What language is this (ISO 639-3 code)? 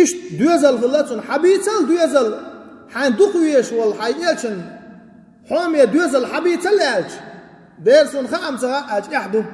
che